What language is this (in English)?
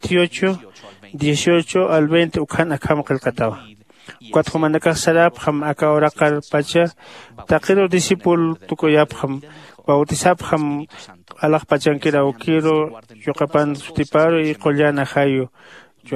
Aymara